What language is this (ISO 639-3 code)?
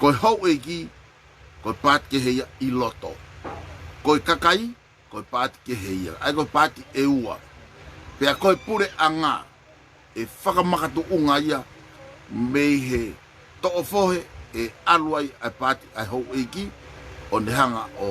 ton